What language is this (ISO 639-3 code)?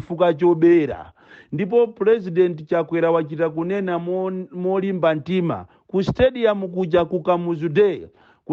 nya